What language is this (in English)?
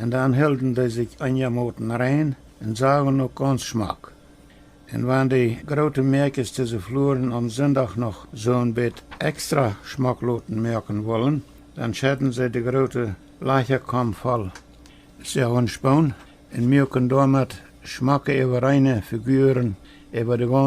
Plautdietsch